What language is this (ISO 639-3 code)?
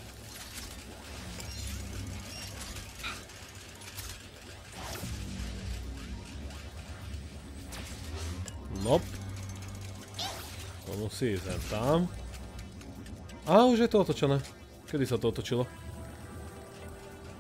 slk